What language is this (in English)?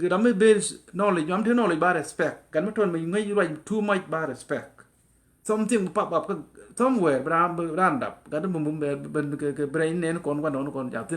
Nuer